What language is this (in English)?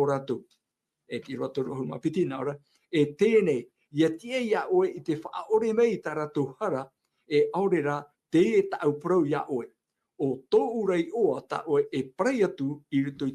Tahitian